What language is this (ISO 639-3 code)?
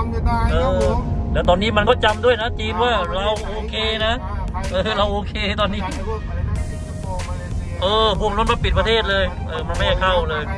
tha